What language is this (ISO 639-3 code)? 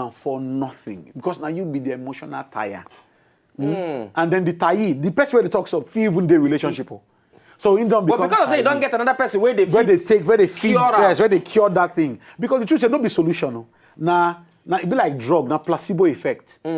pcm